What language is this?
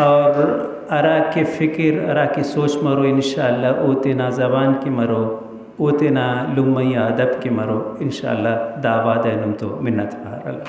Brahui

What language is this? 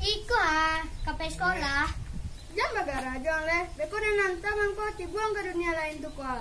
Minangkabau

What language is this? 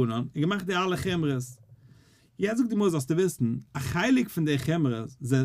Yiddish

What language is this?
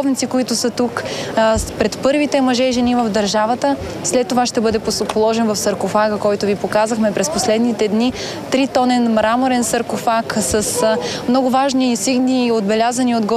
Bulgarian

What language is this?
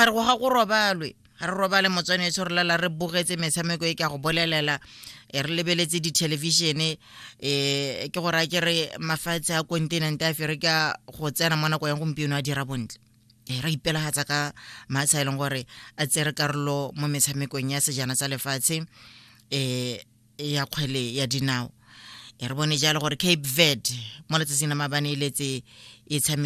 Tswana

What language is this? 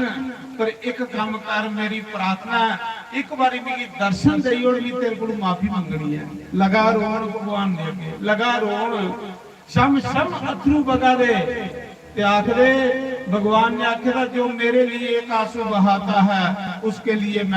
Dogri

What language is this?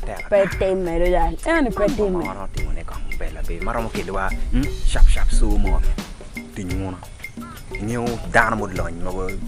Acoli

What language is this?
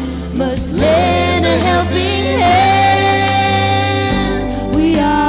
Tangkhul Naga (India)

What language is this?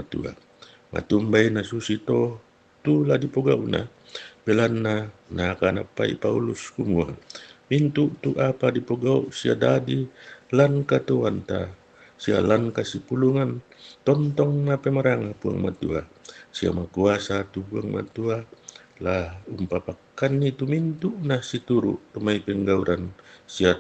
Toraja-Sa'dan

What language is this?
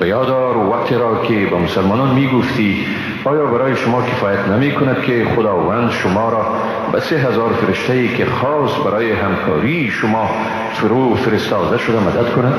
Persian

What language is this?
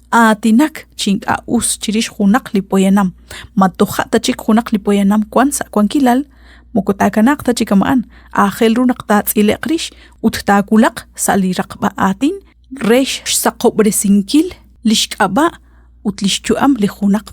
Kekchí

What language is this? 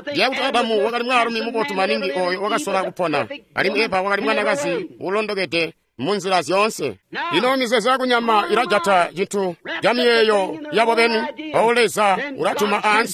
Tonga (Zambia)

